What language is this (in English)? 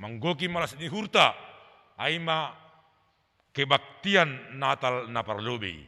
Batak Simalungun